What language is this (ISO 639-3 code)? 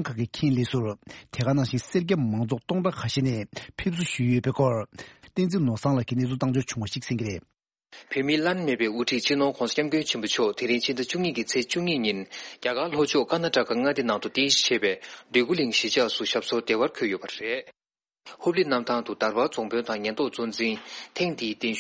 bod